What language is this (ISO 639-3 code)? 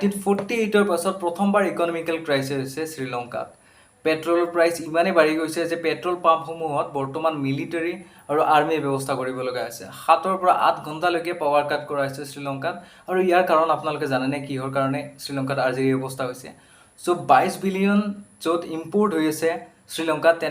asm